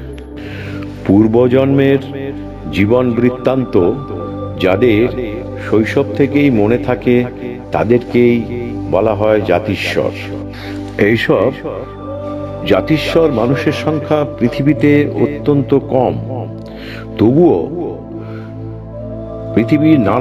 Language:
Bangla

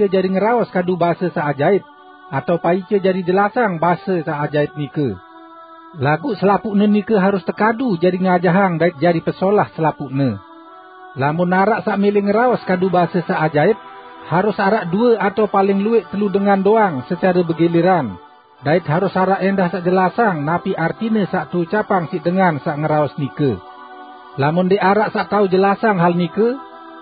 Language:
Sasak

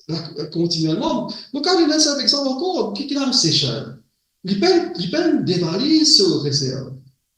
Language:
Morisyen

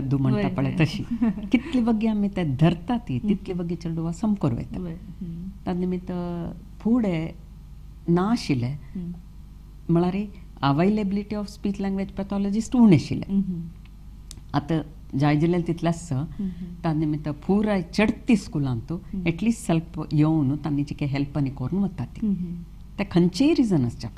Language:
Konkani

